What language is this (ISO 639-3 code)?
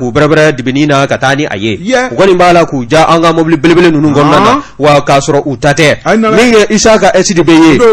bam